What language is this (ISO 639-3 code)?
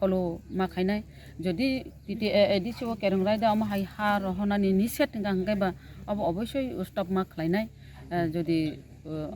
trp